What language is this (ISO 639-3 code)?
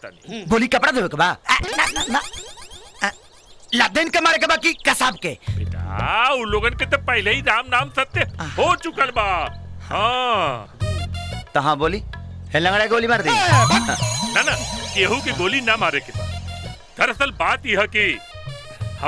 bho